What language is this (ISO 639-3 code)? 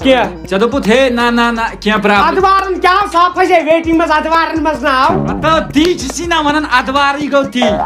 kas